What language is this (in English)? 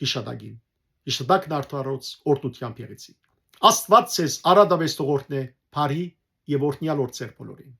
Western Armenian